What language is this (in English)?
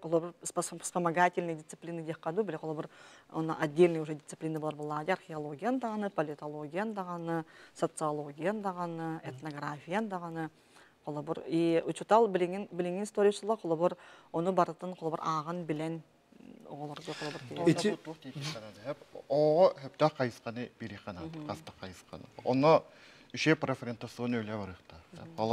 Yakut